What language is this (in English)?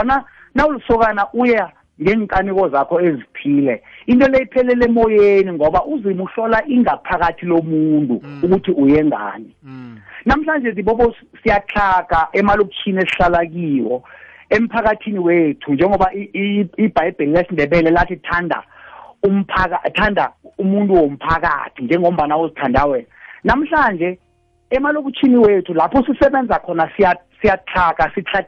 South Ndebele